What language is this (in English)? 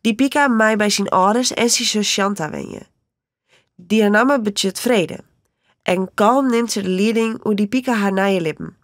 Western Frisian